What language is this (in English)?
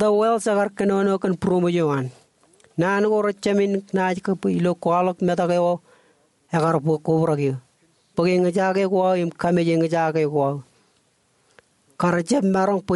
Marshallese